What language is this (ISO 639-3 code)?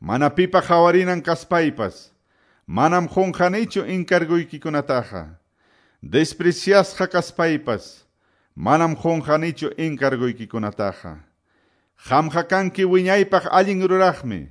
que